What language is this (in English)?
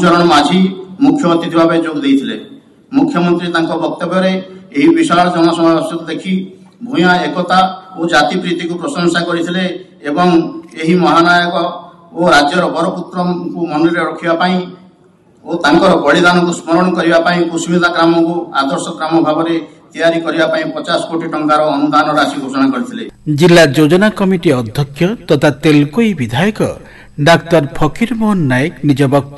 Odia